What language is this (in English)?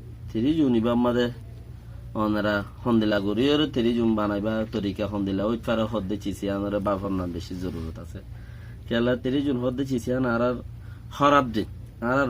Rohingya